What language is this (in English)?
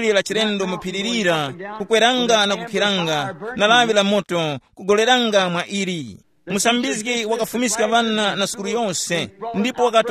Tumbuka